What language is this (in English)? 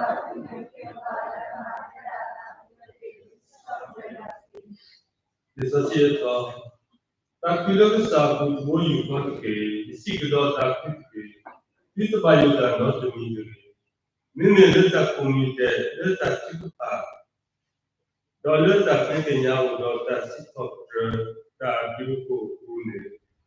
S'gaw Karen